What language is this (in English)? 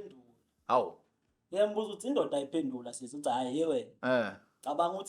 Zulu